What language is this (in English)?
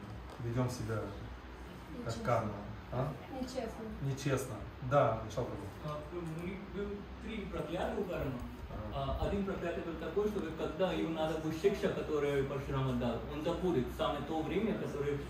Russian